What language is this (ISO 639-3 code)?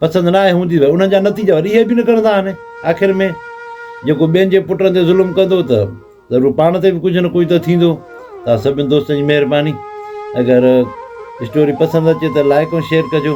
snd